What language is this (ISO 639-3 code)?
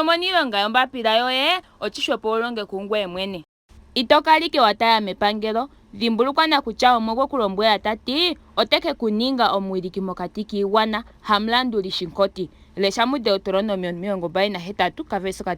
ndo